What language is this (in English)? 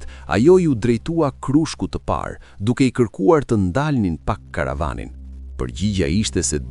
Albanian